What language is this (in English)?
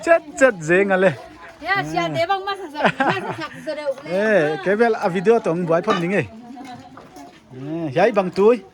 Paite Chin